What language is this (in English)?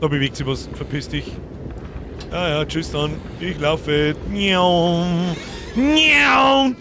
Bavarian